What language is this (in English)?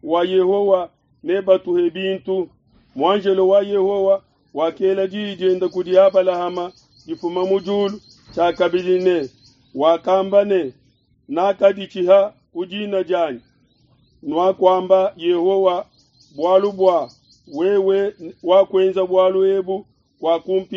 Luba-Lulua